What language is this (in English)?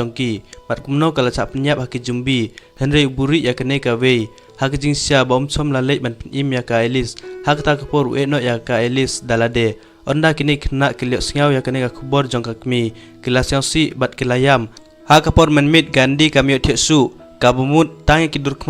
Khasi